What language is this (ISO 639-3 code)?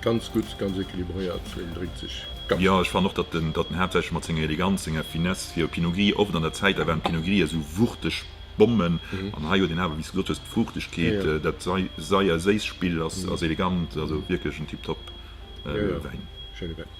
ltz